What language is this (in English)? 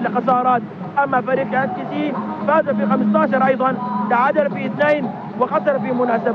Arabic